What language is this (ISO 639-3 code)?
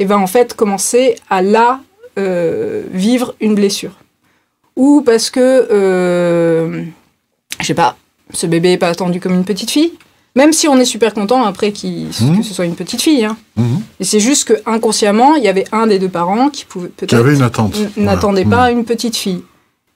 fra